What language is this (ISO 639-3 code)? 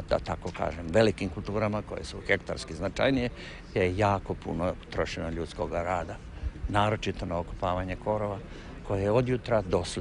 hrv